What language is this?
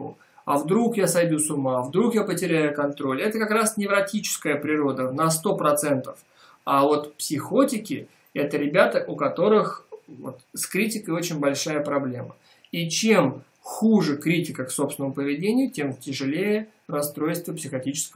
Russian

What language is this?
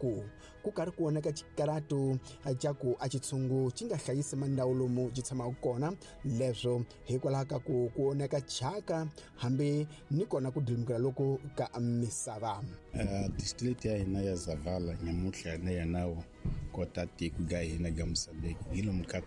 Tsonga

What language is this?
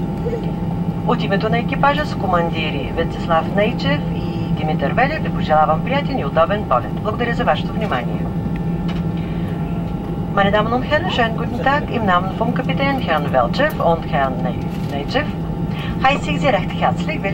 Bulgarian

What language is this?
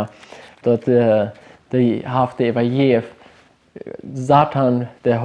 Plautdietsch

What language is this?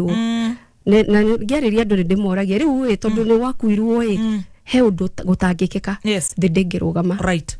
Kikuyu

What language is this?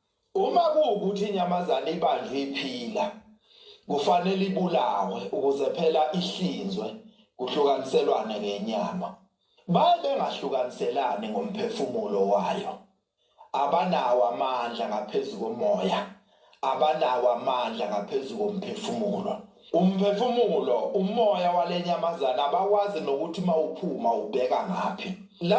Zulu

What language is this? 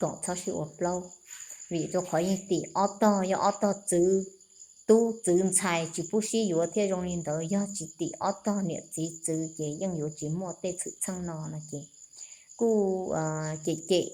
Hmong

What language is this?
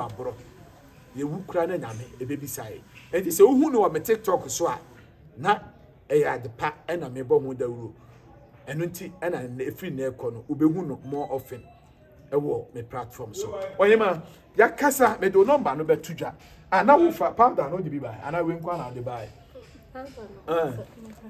Akan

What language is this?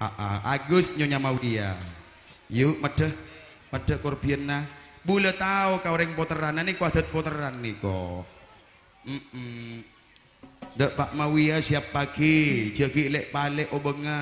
Madurese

